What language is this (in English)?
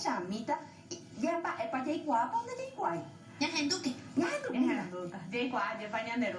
Guarani